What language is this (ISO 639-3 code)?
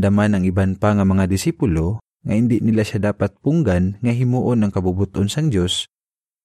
hil